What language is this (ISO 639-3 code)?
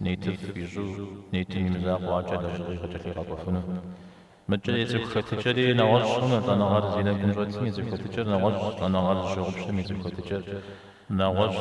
kbd